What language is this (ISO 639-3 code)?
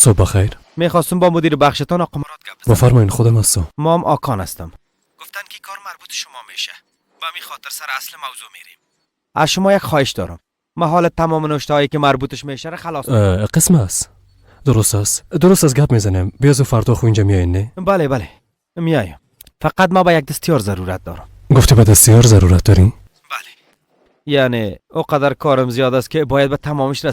fas